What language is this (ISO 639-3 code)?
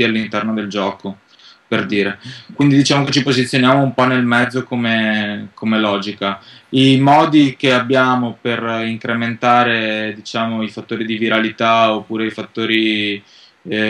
ita